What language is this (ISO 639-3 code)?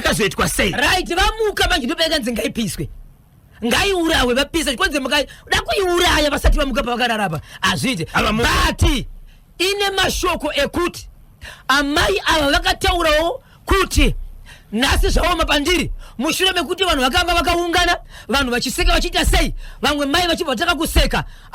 sna